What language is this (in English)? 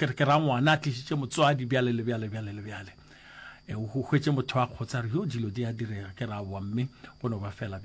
Northern Sotho